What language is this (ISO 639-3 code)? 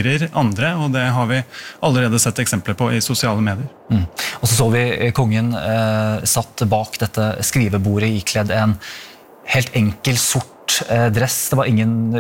nor